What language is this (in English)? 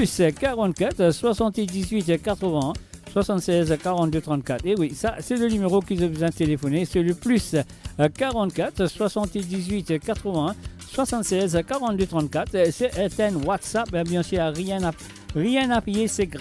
Morisyen